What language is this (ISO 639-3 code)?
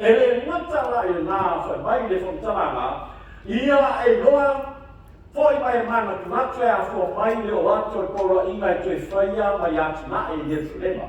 smo